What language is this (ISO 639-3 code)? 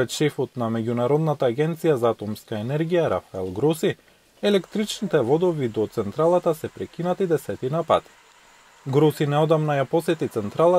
mkd